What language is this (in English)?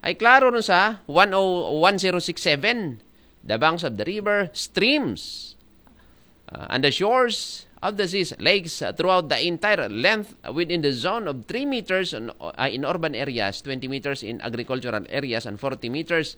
Aklanon